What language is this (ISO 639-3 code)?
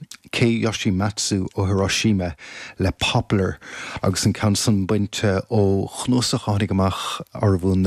gle